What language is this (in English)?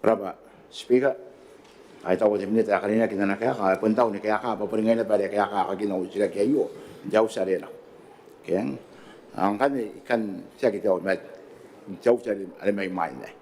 Gilbertese